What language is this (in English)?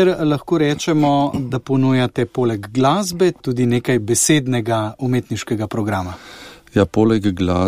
Slovenian